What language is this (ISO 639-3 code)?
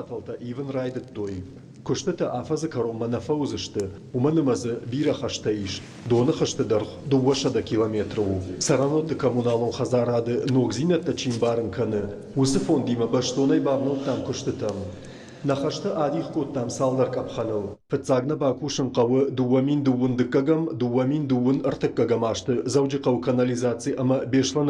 oss